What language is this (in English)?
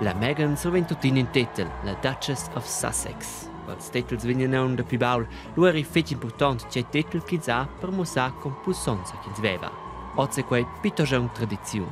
Romansh